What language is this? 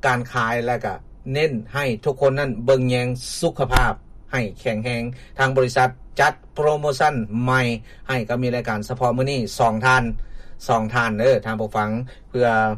Lao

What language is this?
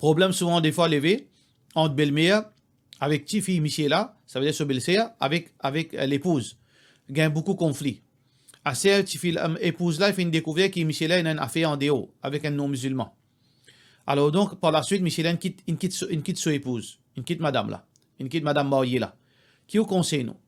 Morisyen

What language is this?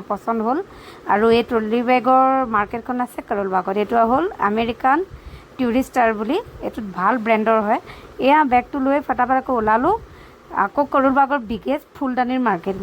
Assamese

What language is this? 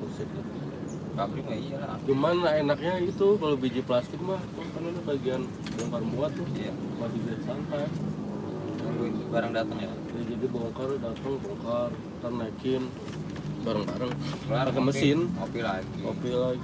Betawi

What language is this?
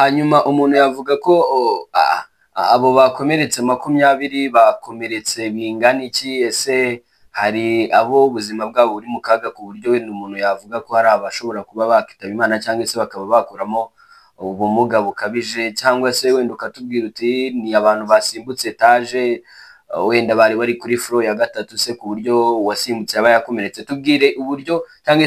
Kinyarwanda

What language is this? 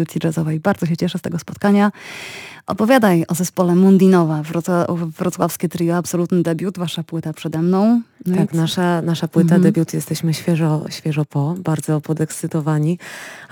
Polish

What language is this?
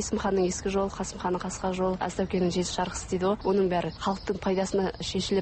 Kazakh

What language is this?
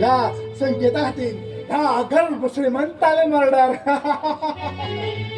Konkani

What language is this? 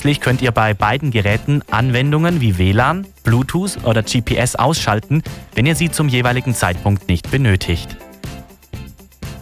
German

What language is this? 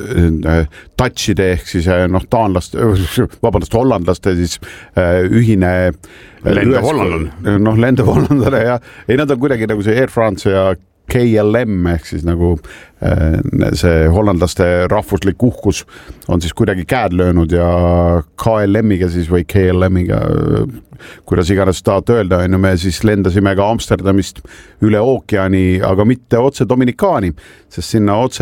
Estonian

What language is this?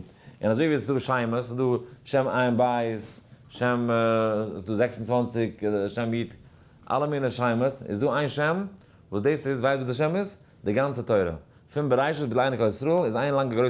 Yiddish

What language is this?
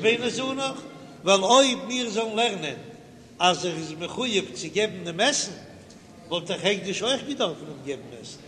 Yiddish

